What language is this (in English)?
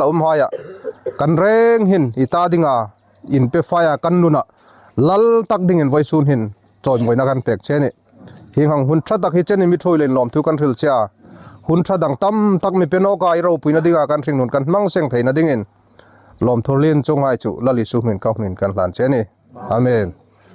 Hmar